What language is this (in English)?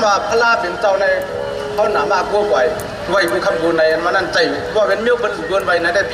Shan